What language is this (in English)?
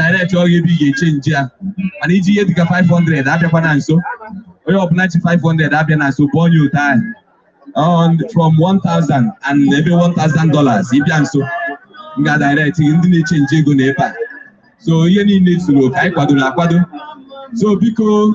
Igbo